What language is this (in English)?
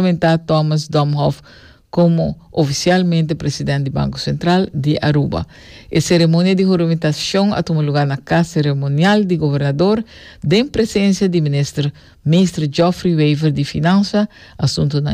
Papiamento